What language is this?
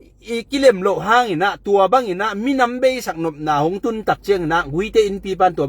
Tedim Chin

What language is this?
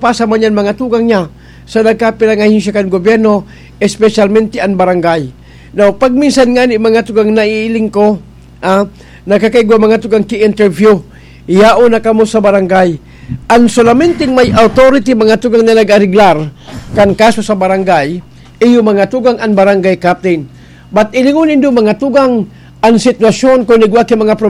Bikol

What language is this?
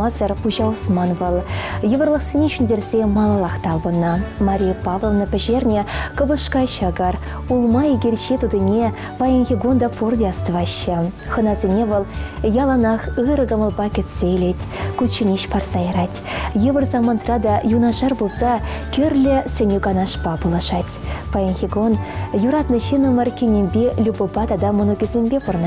Chuvash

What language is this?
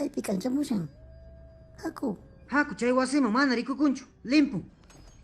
Quechua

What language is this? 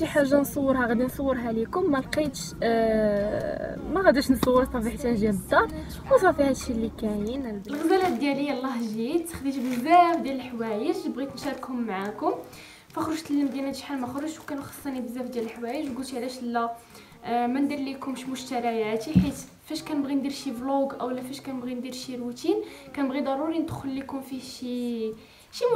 Moroccan Arabic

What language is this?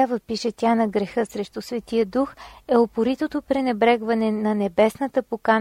Bulgarian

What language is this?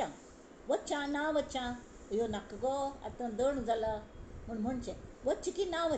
Konkani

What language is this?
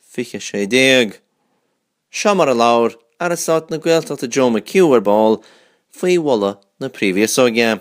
Irish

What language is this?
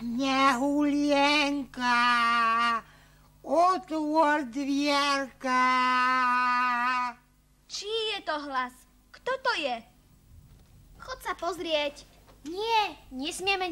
Slovak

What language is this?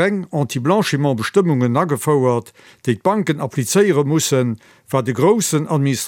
Luxembourgish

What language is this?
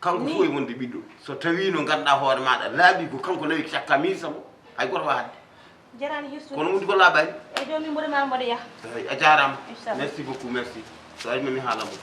Fula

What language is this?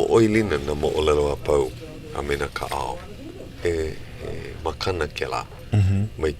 Hawaiian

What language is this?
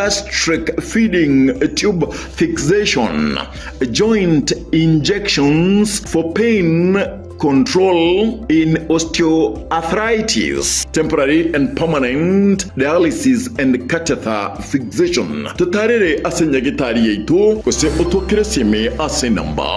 Gusii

